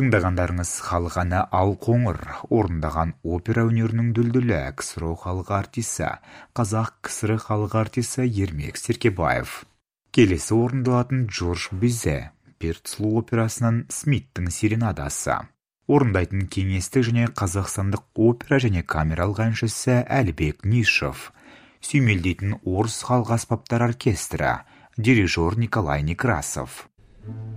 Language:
Kazakh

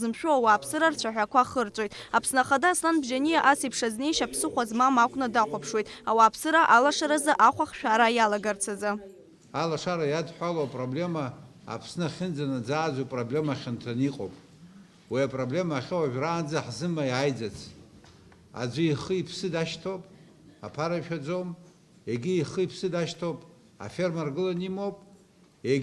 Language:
Abkhazian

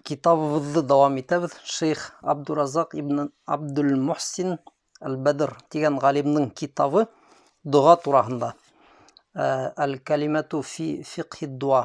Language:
Bashkir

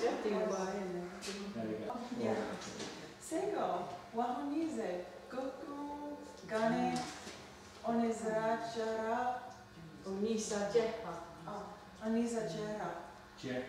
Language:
Mohawk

